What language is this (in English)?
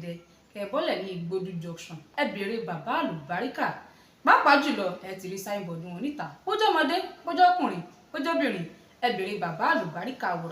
Yoruba